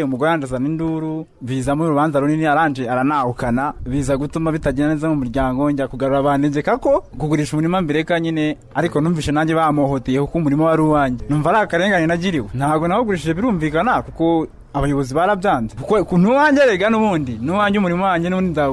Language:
Kinyarwanda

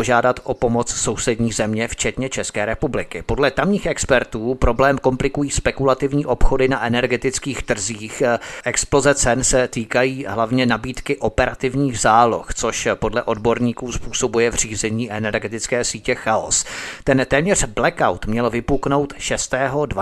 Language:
Czech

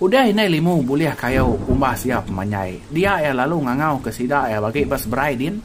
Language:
Iban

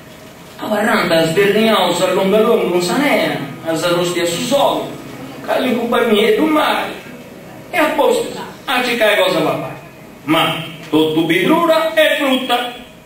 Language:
Sardinian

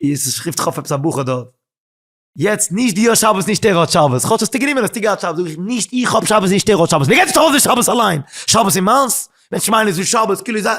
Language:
Yiddish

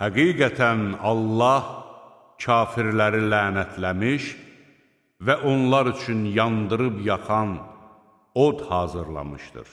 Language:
Azerbaijani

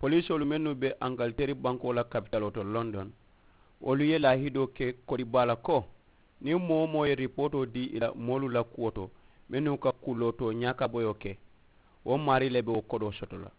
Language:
Mandingo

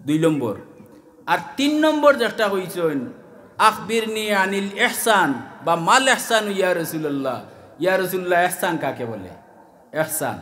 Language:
Sylheti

